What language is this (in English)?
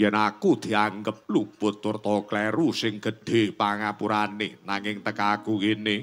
Javanese